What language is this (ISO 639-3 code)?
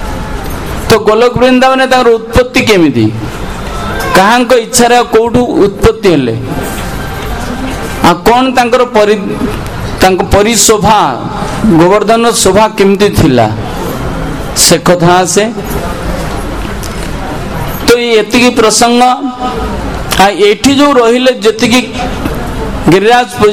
ori